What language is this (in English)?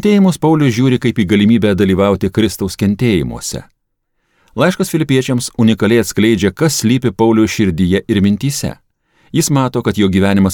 Lithuanian